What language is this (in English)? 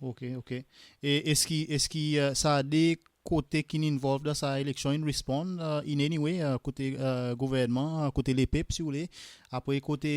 Seselwa Creole French